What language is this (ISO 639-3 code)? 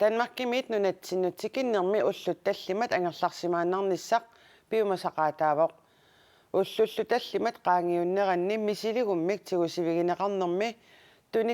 kal